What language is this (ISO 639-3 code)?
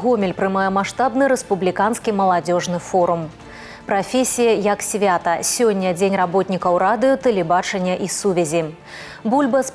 bel